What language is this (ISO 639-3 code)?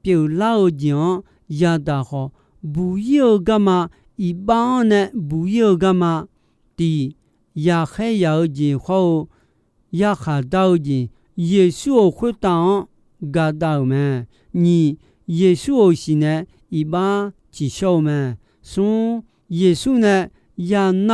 ahk